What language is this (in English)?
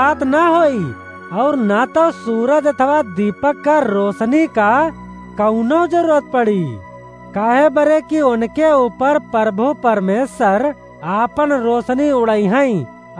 Awadhi